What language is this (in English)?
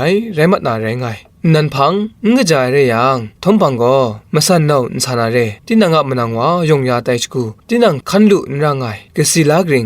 Kachin